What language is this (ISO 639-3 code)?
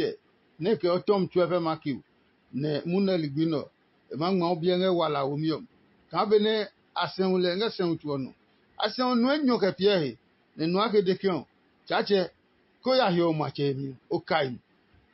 ada